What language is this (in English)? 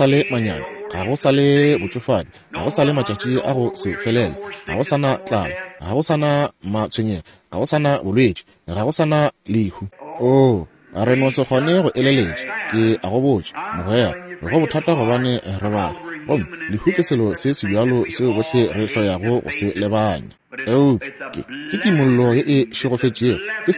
Northern Sotho